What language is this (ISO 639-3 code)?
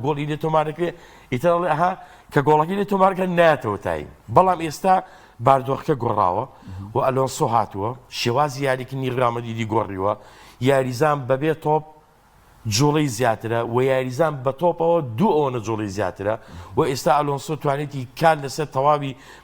ckb